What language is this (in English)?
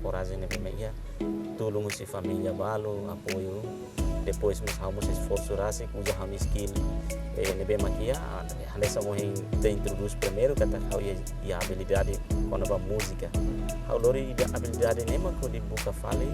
Tetum